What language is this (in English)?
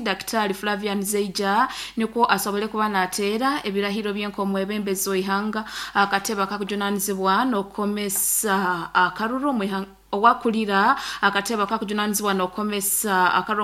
Nyoro